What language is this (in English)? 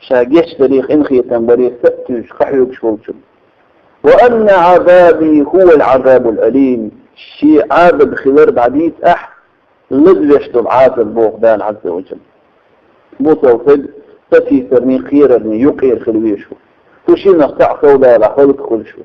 Chechen